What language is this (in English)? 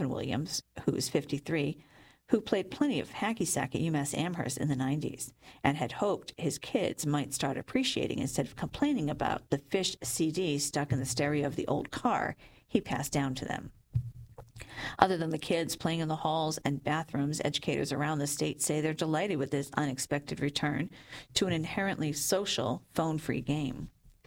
English